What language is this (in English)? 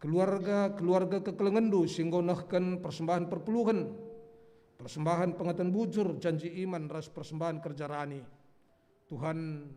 Batak Karo